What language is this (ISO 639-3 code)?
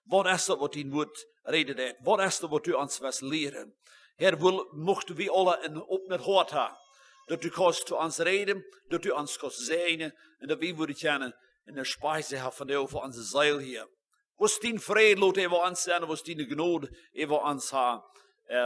pdt